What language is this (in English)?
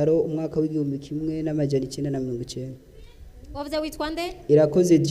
Rundi